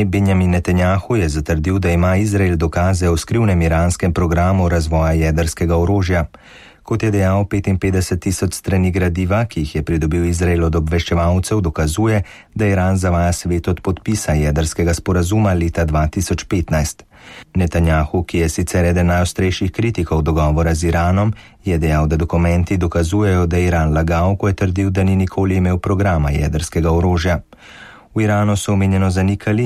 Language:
Slovenian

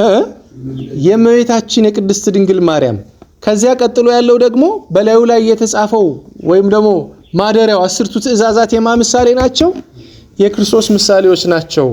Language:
Amharic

